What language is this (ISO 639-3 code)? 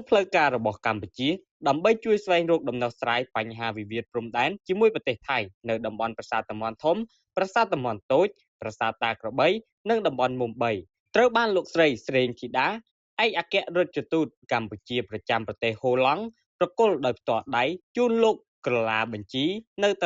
khm